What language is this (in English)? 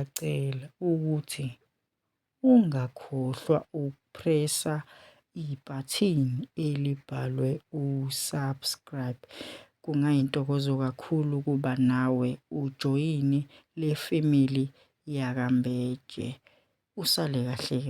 Zulu